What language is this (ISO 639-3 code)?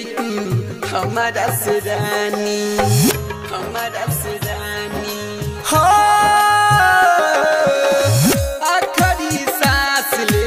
bho